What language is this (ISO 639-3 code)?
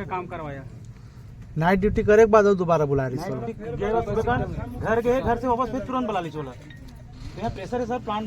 hne